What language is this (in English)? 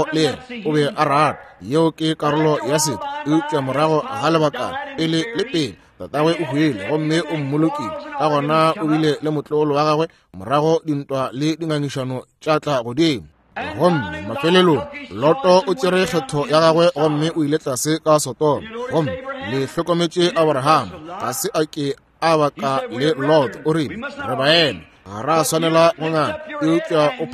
Northern Sotho